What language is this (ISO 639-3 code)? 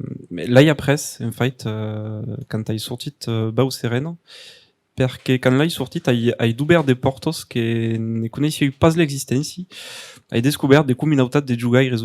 oci